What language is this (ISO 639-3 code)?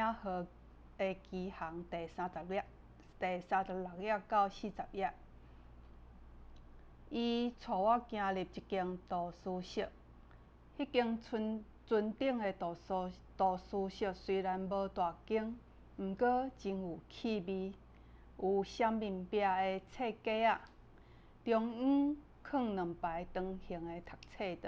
nan